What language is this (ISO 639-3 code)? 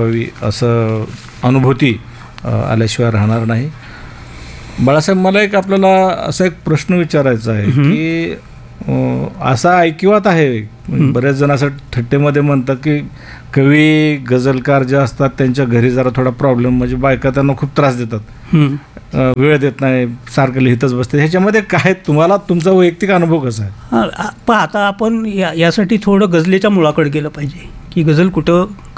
mar